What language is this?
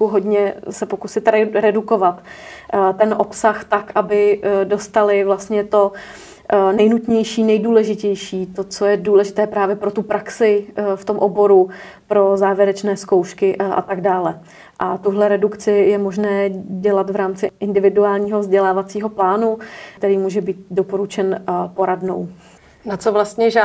Czech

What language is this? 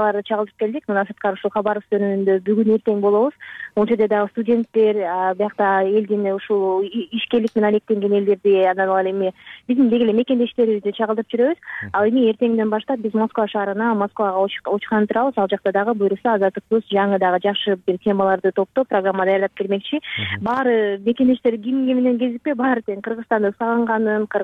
Kyrgyz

